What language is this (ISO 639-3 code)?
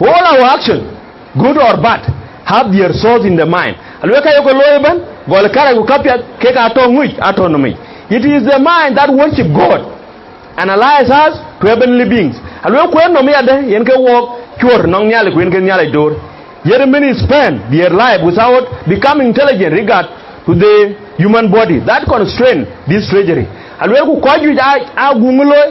din